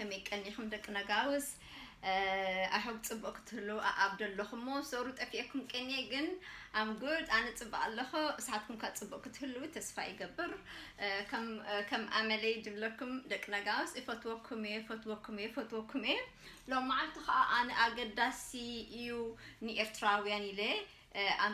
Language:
Tigrinya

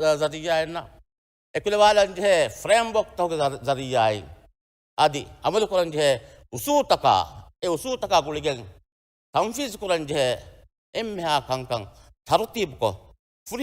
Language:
Divehi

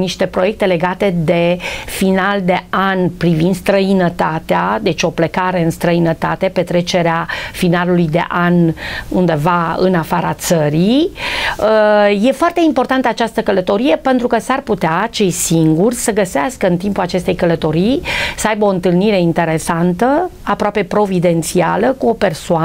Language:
Romanian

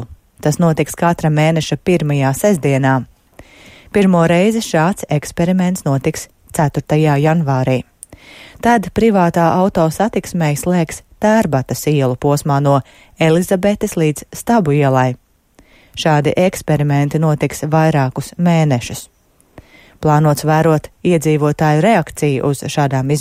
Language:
Latvian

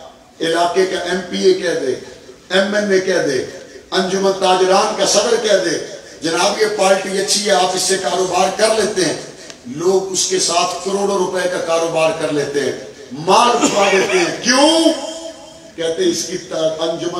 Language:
Urdu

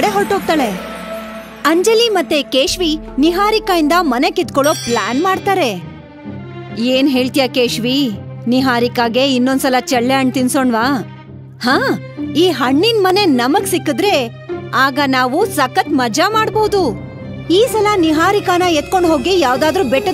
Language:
Kannada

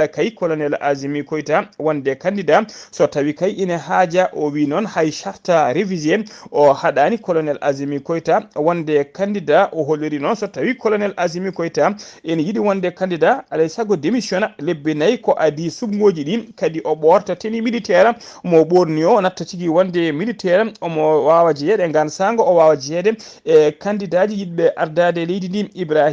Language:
Fula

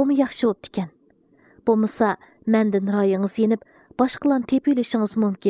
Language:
Uyghur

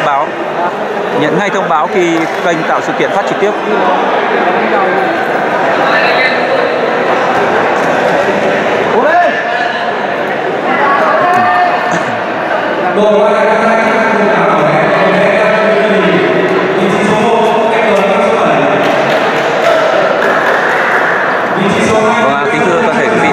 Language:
Vietnamese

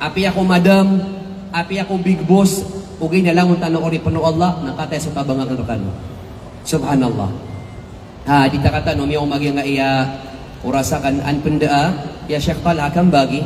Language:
Maranao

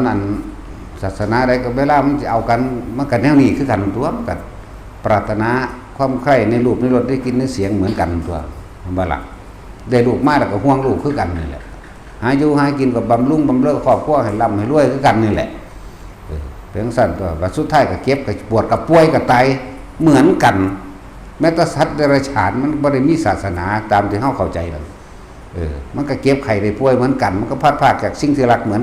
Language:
Northeastern Thai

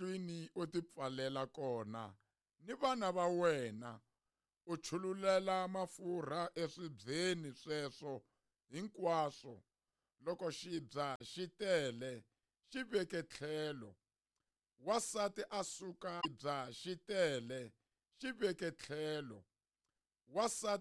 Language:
Tsonga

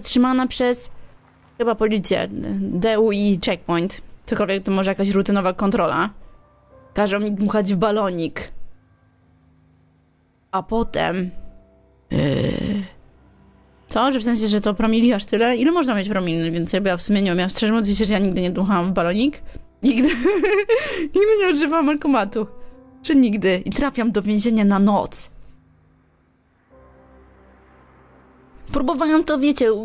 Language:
Polish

